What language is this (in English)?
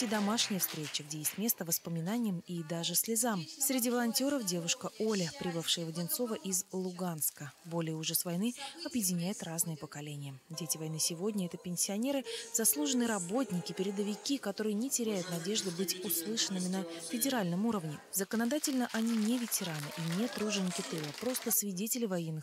Russian